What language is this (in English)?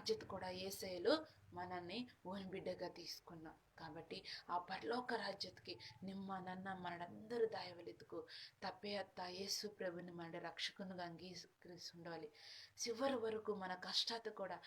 Koya